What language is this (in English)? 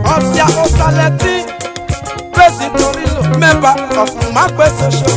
Esan